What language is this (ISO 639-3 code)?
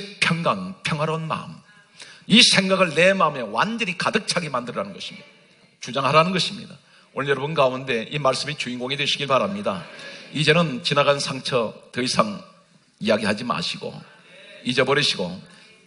kor